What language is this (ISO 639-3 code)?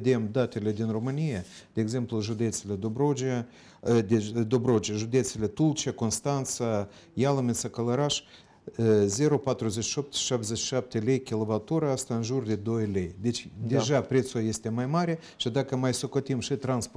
ron